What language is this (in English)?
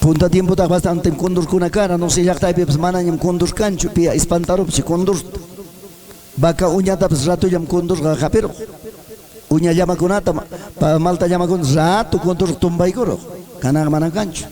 Ayacucho Quechua